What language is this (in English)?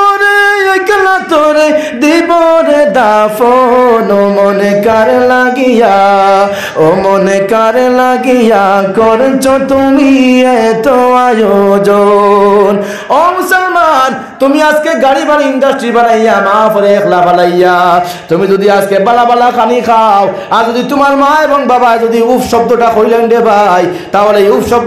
Sylheti